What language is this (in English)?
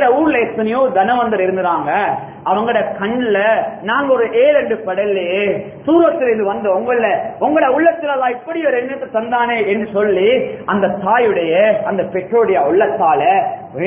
Tamil